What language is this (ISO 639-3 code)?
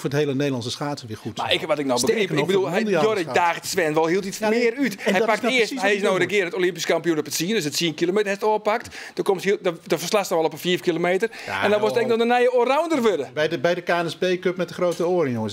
fry